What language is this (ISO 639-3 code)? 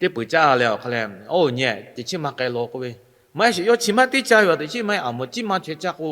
lhu